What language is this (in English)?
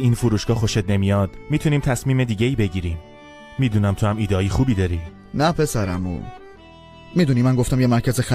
Persian